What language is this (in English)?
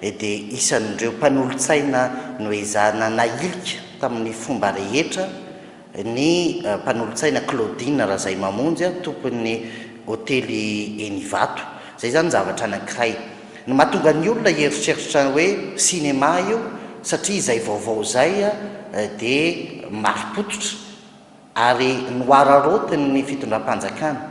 Malagasy